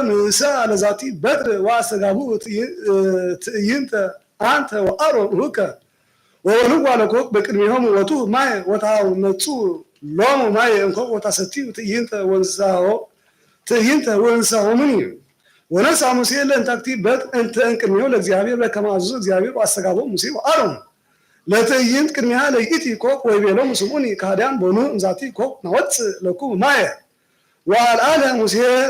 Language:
Geez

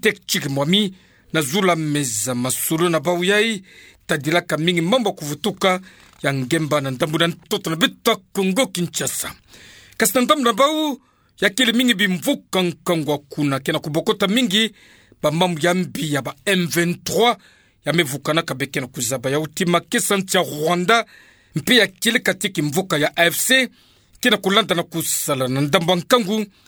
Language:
Kituba (Democratic Republic of Congo)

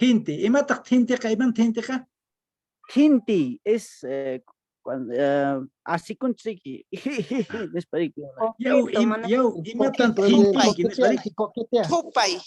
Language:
Quechua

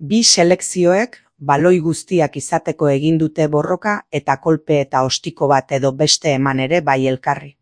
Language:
Basque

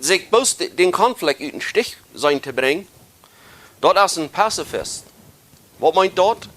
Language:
Plautdietsch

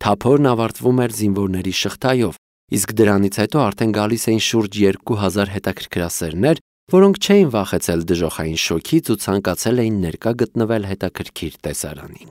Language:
Armenian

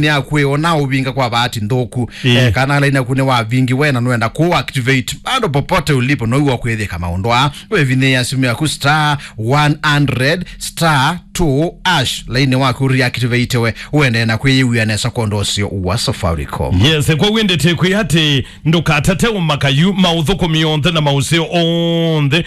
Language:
Kamba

